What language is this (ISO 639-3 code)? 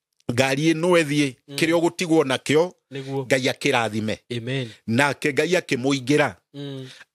kik